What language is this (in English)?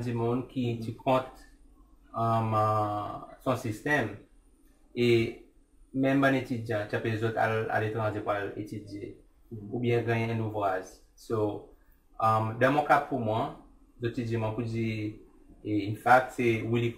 Seselwa Creole French